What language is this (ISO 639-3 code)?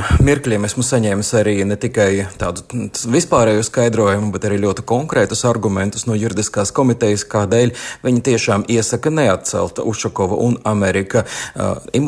lav